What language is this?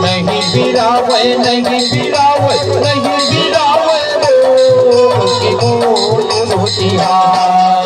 Chhattisgarhi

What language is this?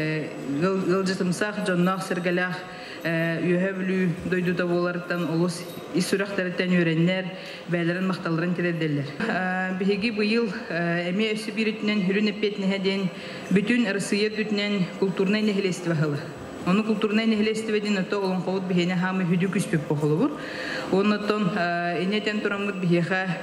Yakut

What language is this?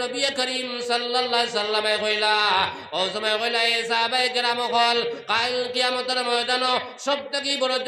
Sylheti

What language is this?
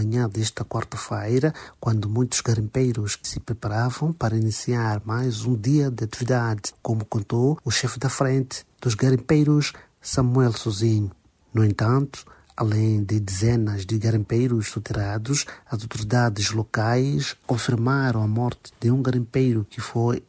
Portuguese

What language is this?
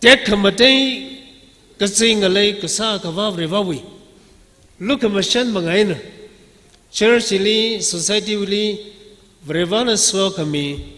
Tangkhul Naga (India)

